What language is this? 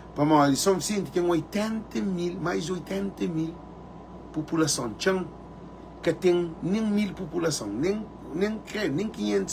Kabuverdianu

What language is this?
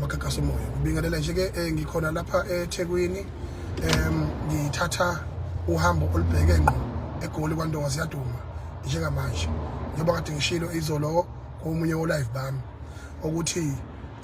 Zulu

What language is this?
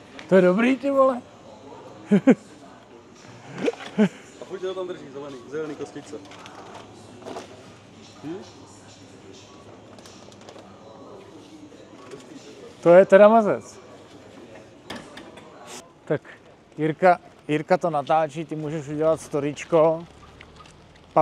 Czech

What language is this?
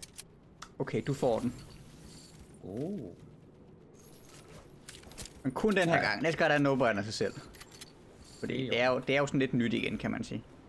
Danish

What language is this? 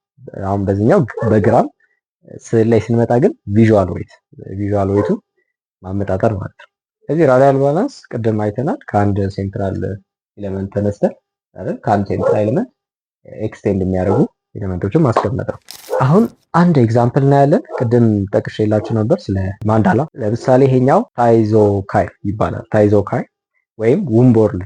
Amharic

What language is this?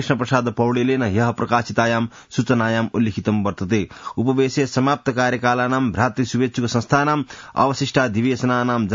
Sanskrit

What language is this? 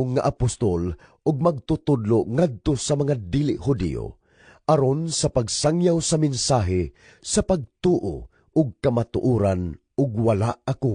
Cebuano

